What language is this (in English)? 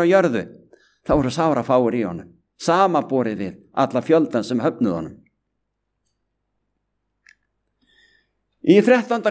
Icelandic